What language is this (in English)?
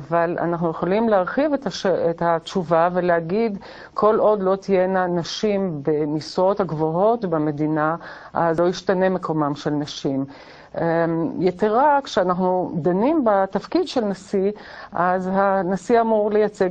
Hebrew